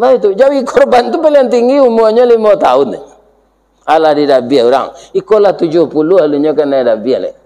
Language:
Minangkabau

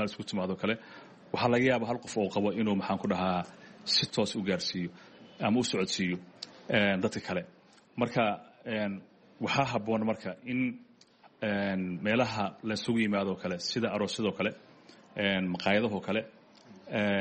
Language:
Somali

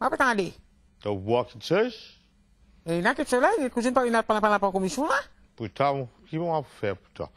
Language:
Morisyen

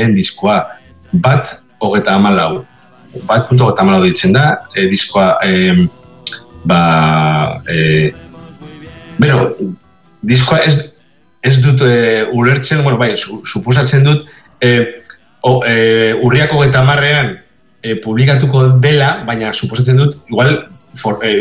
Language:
Basque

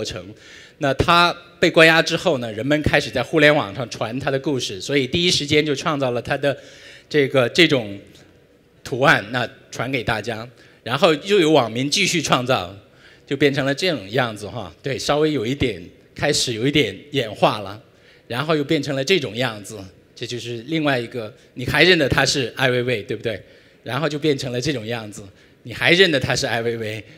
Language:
Chinese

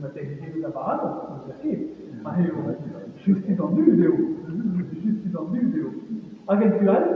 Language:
Breton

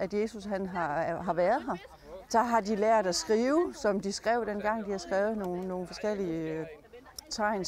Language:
Danish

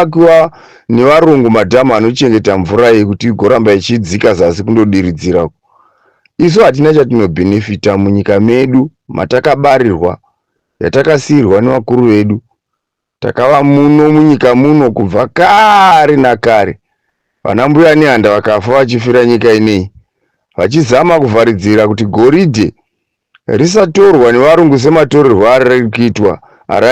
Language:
Shona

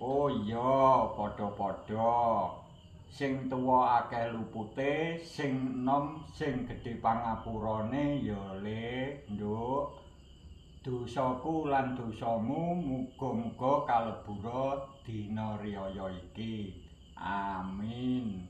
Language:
Javanese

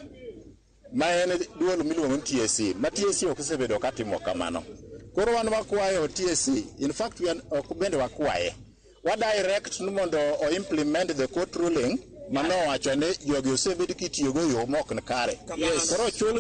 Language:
Luo (Kenya and Tanzania)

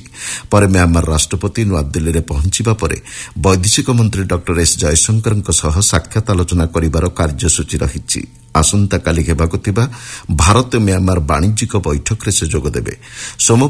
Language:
Odia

